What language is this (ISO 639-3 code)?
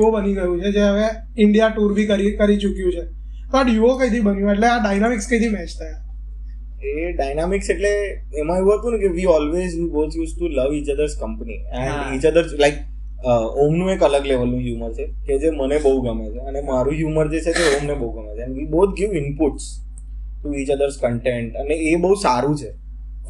guj